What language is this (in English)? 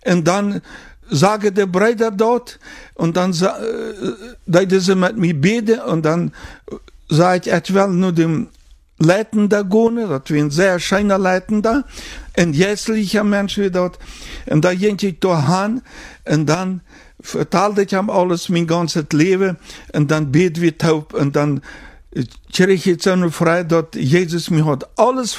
German